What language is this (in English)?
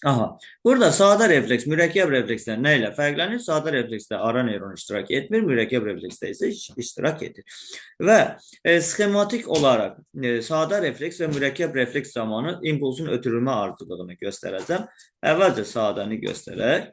Azerbaijani